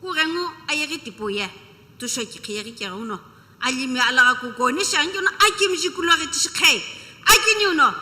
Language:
Sumi Naga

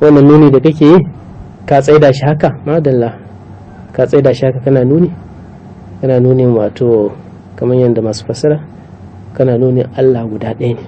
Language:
Hausa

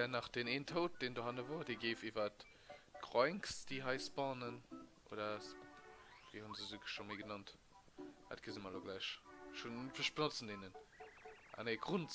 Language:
Luxembourgish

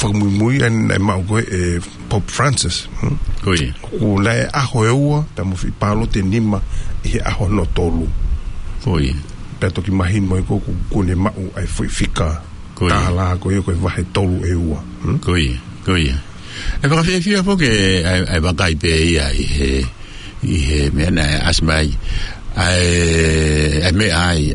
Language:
Tongan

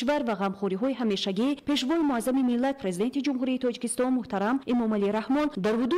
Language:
Tajik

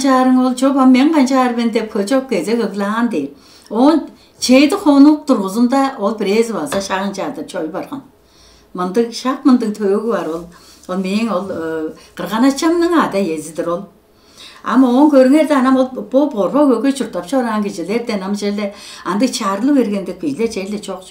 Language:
Tuvinian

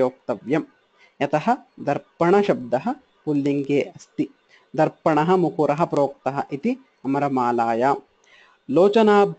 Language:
Sanskrit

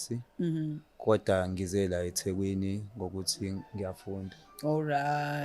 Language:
Zulu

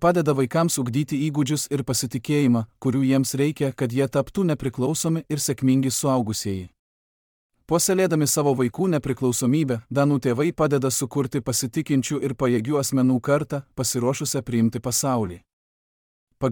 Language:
Lithuanian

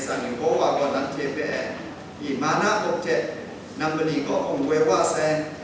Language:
Kachin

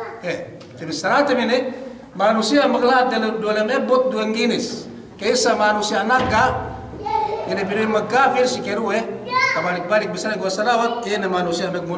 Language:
Yakan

